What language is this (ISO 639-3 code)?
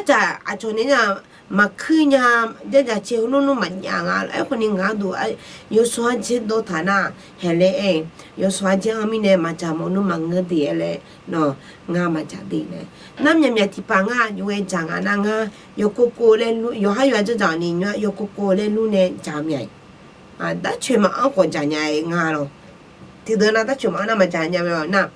ahk